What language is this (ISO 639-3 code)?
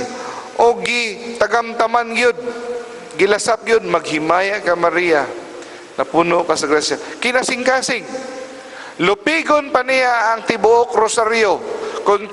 ceb